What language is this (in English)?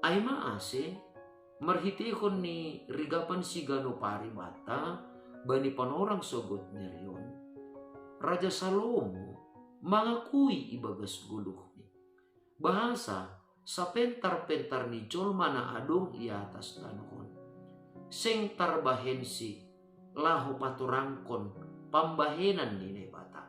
Batak Simalungun